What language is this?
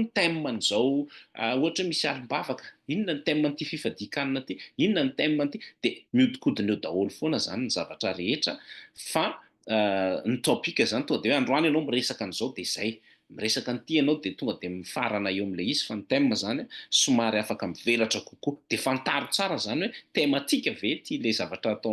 Malagasy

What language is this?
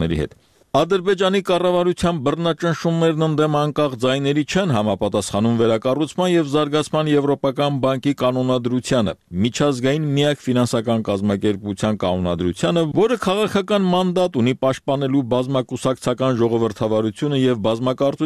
Armenian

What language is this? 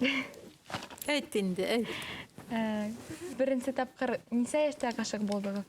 Bashkir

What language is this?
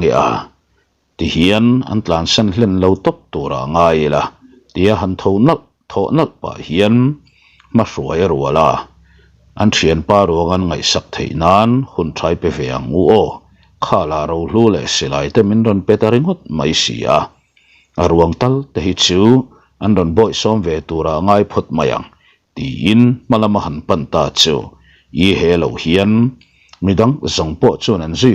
Mizo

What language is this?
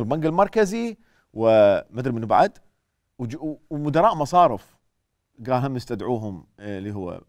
Mesopotamian Arabic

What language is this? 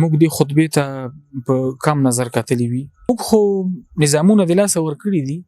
Pashto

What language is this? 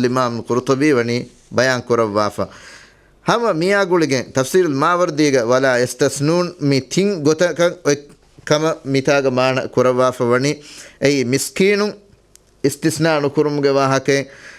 Divehi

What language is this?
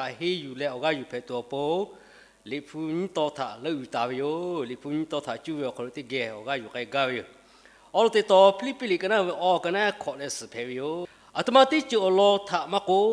Lahu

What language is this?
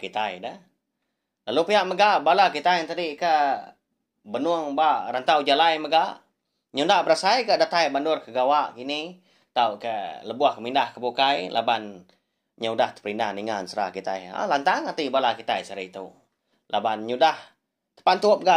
Iban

